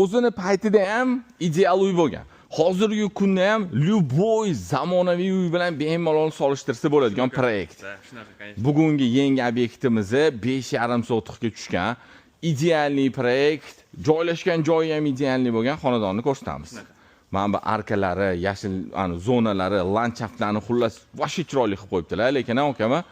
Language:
Uzbek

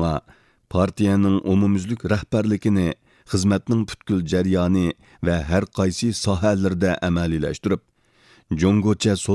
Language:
Uyghur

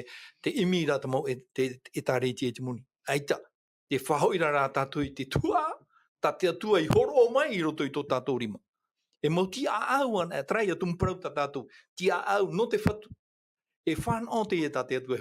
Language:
Tahitian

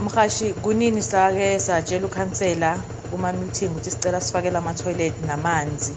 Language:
South Ndebele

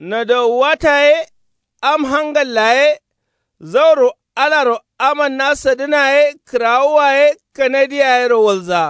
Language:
Kanuri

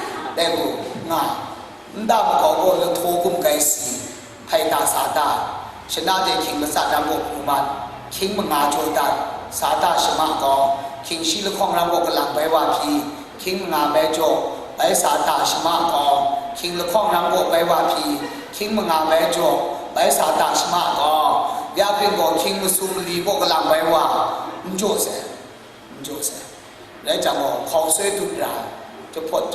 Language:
Kachin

